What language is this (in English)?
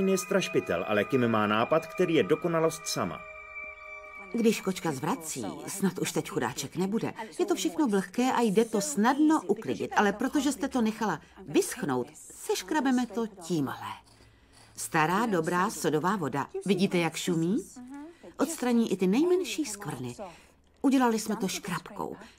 Czech